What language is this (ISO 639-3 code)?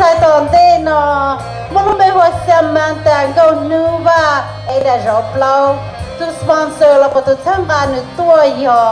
hmn